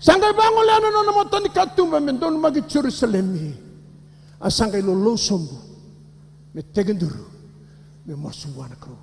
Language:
Fijian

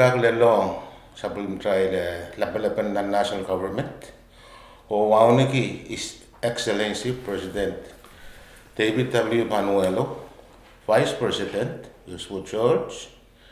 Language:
Pohnpeian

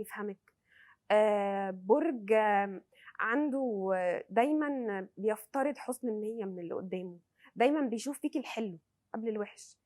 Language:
Egyptian Arabic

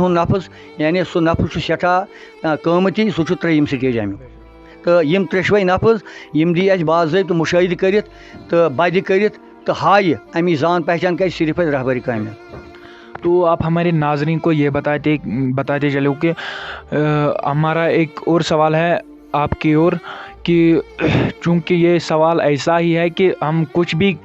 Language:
Kashmiri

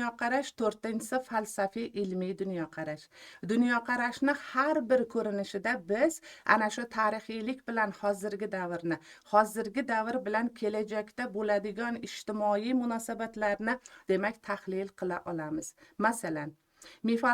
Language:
Uzbek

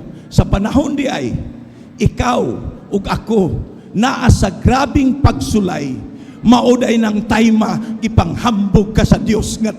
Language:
Cebuano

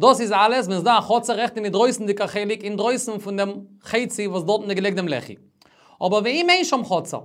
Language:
Yiddish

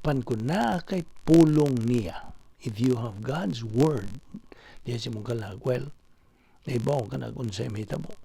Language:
Cebuano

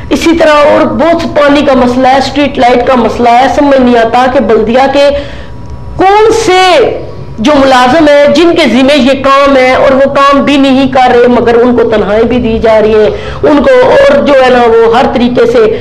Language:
Urdu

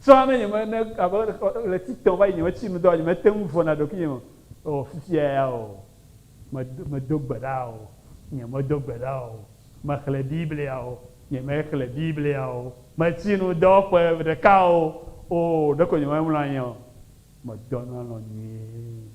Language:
Ewe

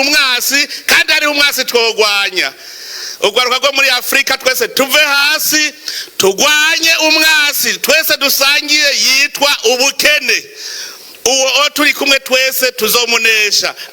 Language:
Rundi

